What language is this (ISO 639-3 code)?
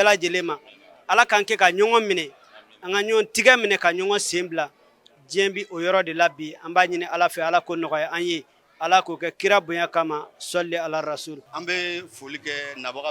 bam